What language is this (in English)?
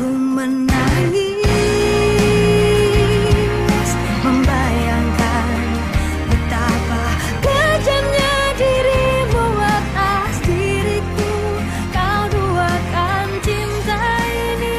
Betawi